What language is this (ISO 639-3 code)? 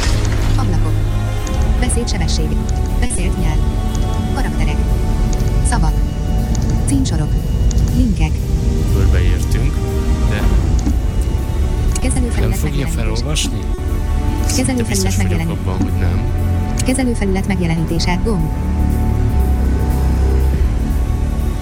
hun